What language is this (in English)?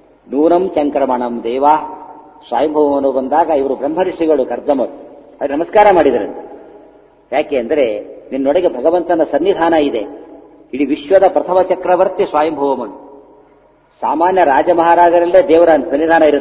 Kannada